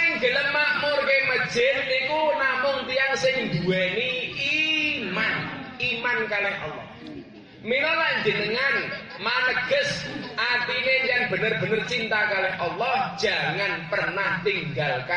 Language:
Javanese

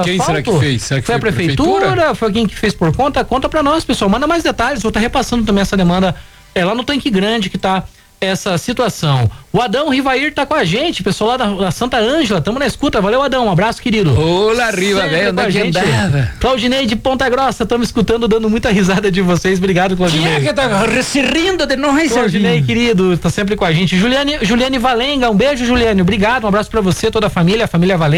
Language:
Portuguese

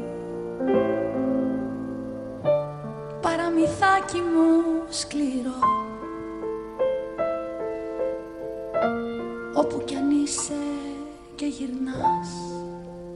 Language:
Greek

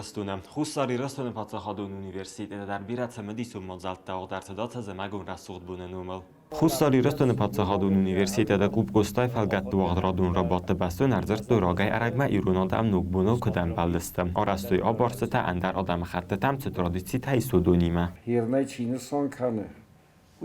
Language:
Ossetic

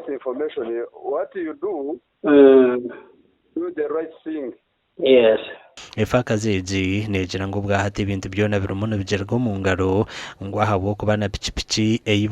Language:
Nyankole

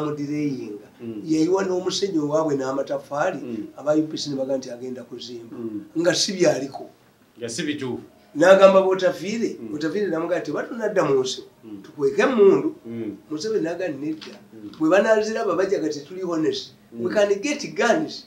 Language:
Ganda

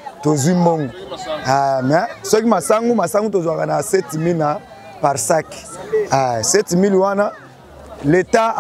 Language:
Lingala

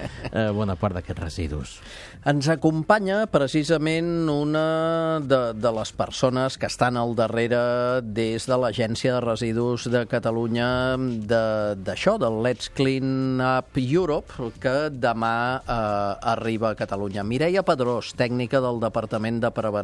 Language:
Catalan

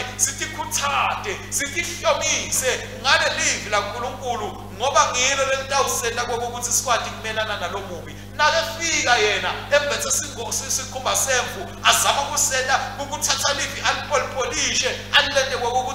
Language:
Swati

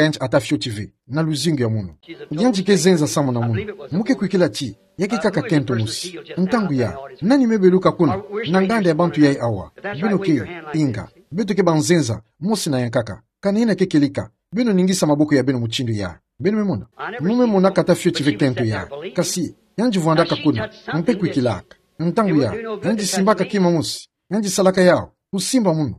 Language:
Kituba (Democratic Republic of Congo)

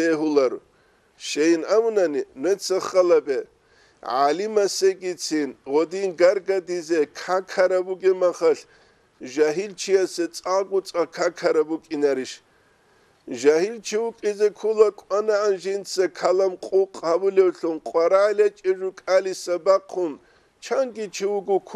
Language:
Avaric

